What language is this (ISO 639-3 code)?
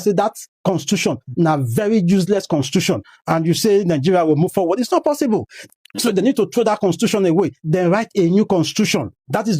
yor